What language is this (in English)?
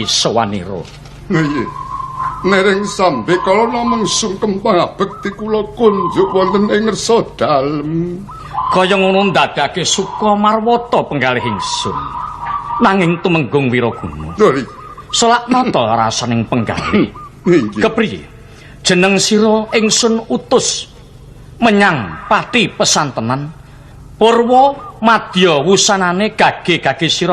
Javanese